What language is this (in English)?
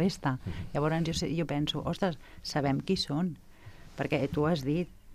Catalan